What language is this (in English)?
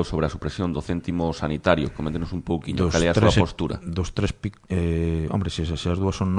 Galician